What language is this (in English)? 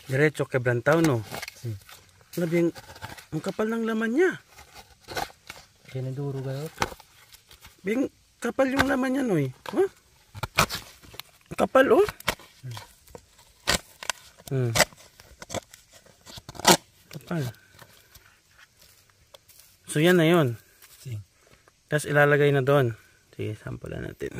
Filipino